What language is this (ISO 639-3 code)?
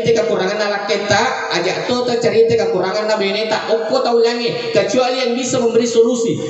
bug